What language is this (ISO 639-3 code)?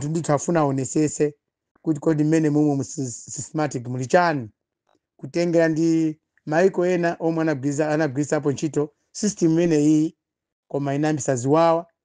nya